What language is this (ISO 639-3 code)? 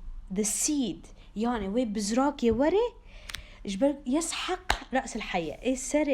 kur